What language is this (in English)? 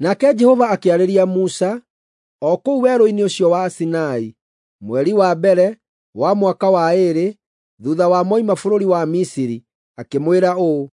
Kikuyu